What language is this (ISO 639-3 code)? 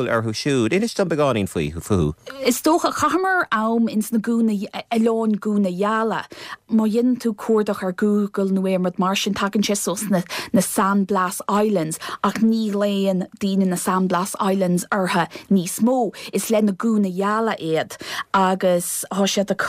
gle